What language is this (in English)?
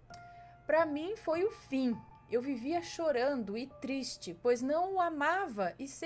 Portuguese